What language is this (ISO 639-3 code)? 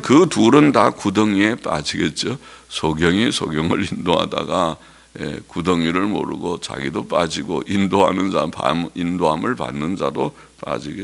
kor